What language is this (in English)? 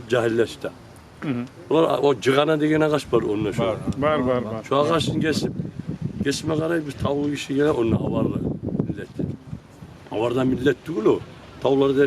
Kumyk